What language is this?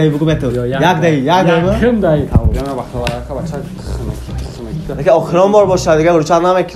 Tajik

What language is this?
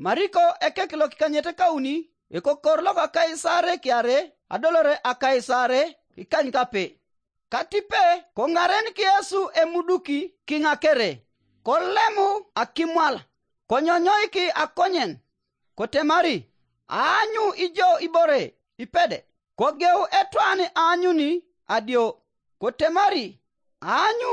Teso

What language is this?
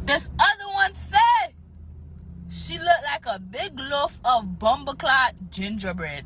Jamaican Creole English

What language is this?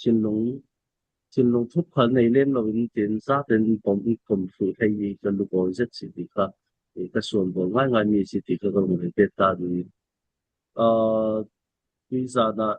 Falam Chin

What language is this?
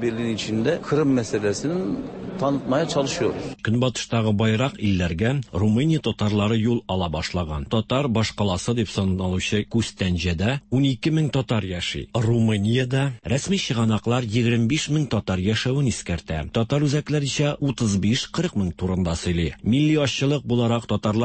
Tatar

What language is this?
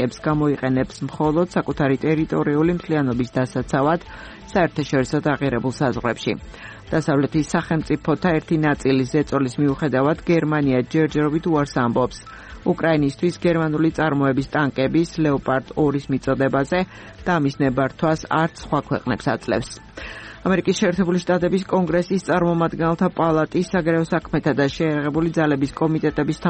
Georgian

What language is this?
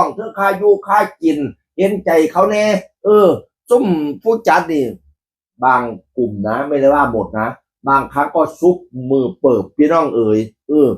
Northeastern Thai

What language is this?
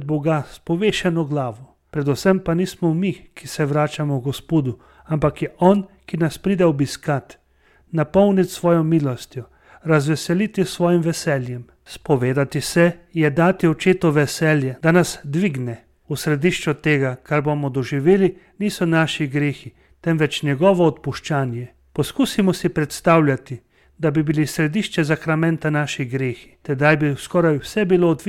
Slovenian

